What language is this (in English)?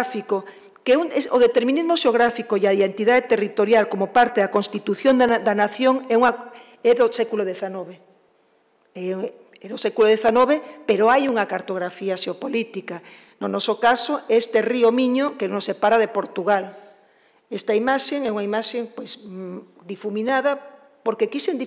Galician